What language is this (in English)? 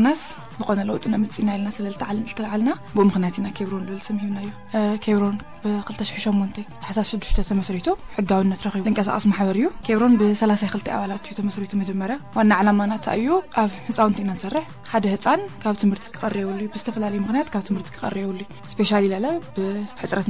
Tigrinya